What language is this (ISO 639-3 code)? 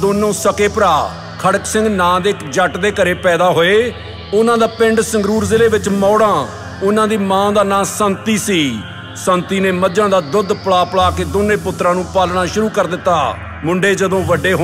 pan